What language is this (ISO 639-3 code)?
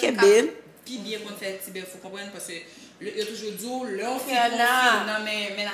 hat